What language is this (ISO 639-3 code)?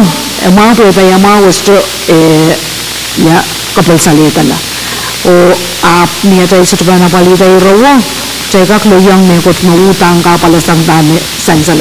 pon